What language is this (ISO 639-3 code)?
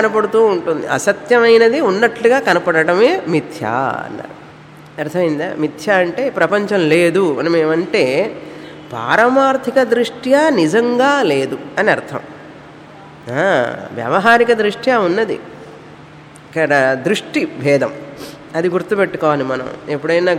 tel